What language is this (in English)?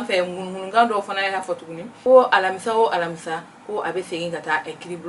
Bambara